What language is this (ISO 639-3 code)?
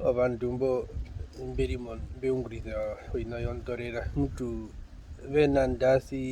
her